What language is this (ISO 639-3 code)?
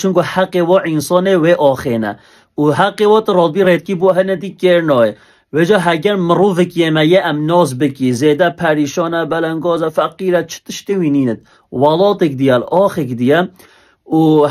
kur